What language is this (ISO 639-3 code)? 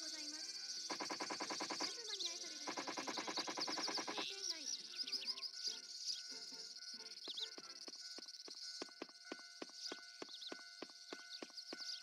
jpn